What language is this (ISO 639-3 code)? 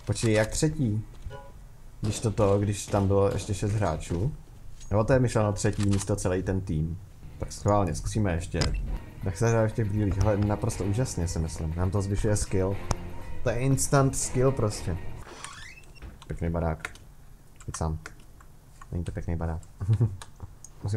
ces